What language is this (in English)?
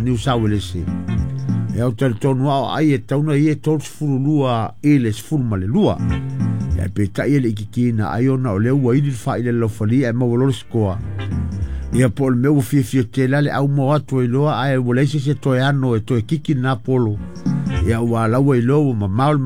Samoan